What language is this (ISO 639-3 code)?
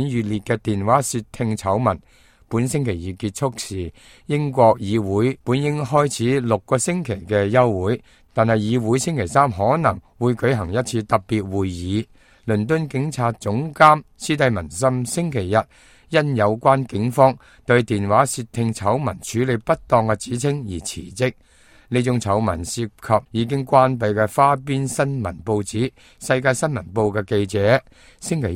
yue